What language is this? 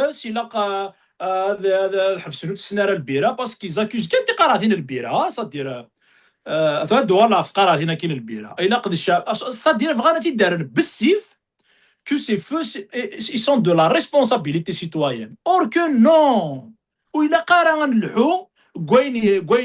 Kabyle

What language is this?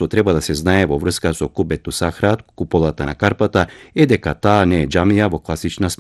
Macedonian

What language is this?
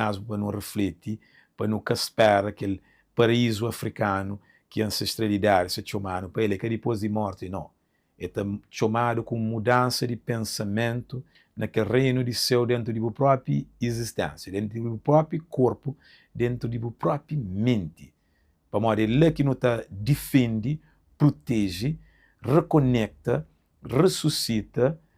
Kabuverdianu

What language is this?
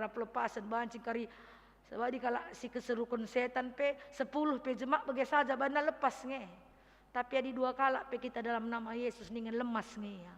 Batak Karo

